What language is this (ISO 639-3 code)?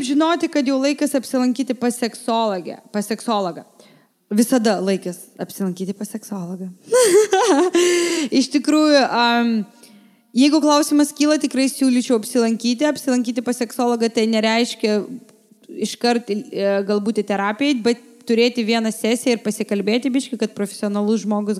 lit